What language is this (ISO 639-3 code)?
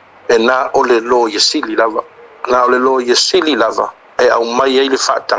smo